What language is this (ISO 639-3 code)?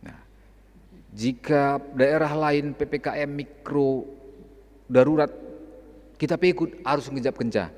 btx